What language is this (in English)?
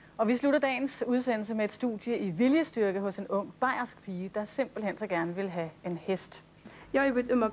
Danish